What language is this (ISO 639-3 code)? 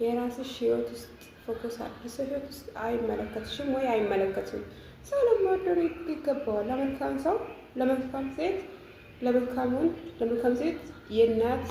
amh